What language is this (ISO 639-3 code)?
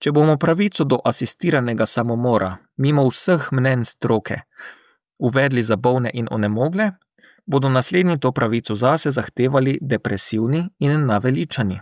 slv